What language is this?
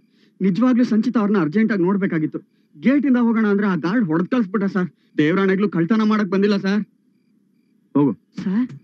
Kannada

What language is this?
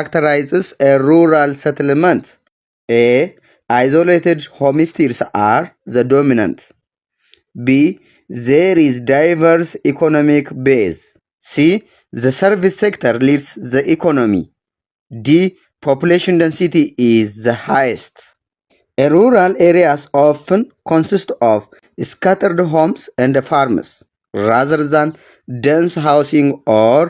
English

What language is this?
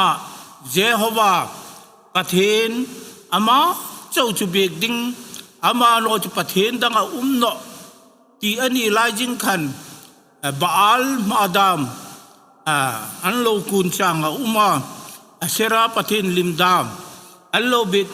Hmar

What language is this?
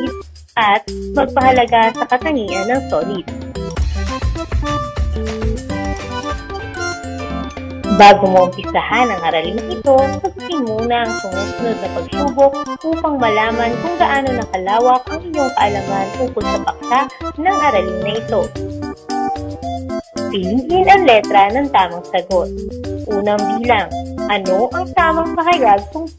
Filipino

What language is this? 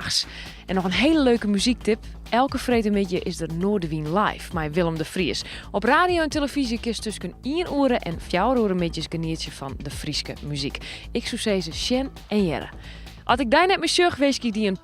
Western Frisian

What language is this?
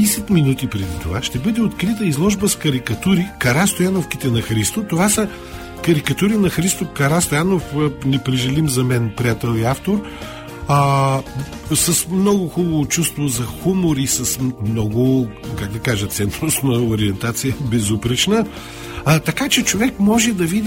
Bulgarian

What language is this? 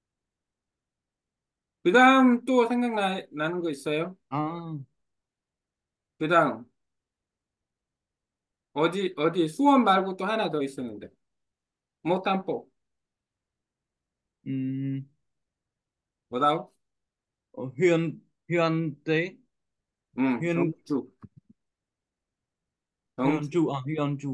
Korean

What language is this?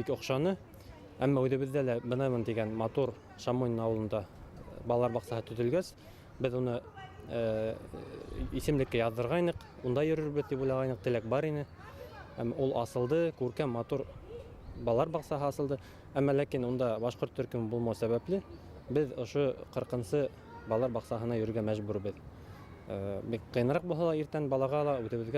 Bashkir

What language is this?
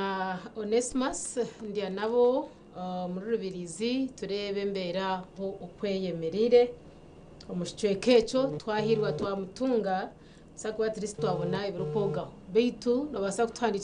Nyankole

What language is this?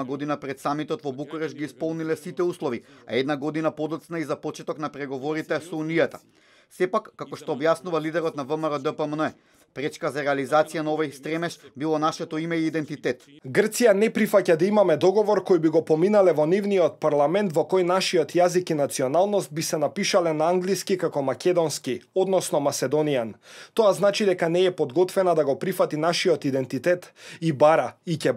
Macedonian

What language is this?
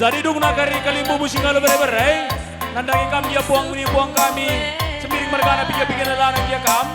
Batak Karo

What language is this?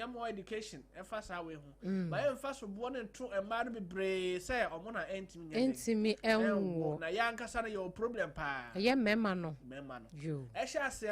Akan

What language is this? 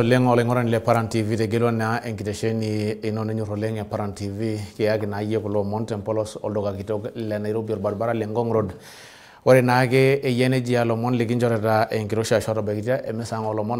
Masai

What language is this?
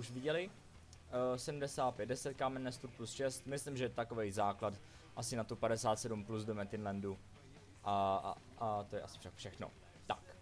Czech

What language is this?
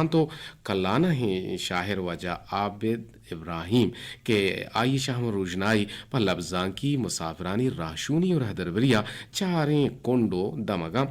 Eastern Balochi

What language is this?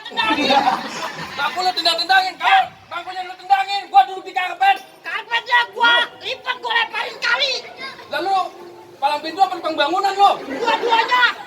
Betawi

